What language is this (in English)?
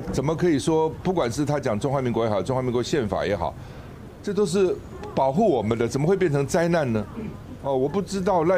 Chinese